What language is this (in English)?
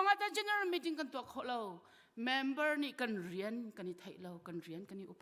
Hakha Chin